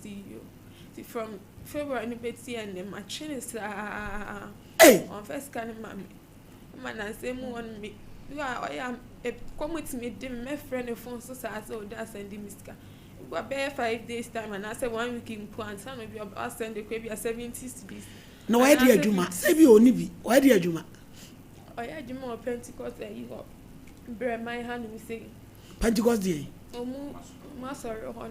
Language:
Akan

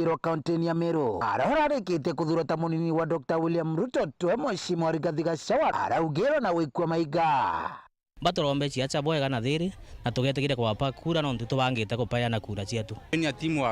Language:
Meru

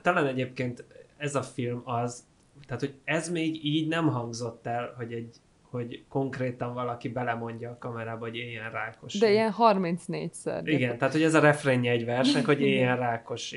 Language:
Hungarian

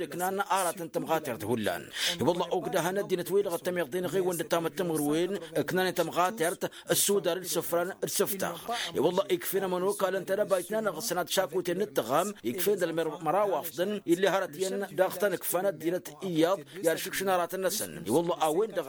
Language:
Tamasheq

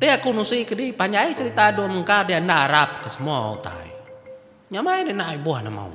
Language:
Iban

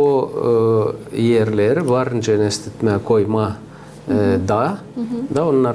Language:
Gagauz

